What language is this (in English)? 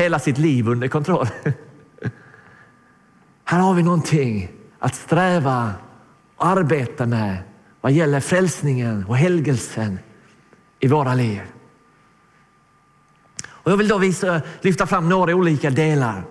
Swedish